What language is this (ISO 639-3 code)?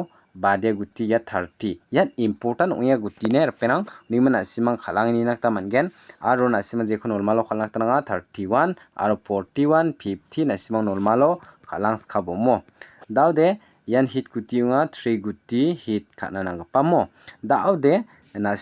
grt